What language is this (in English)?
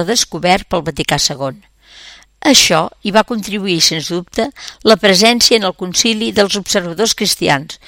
Catalan